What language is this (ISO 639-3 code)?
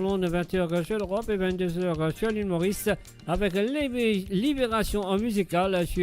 mfe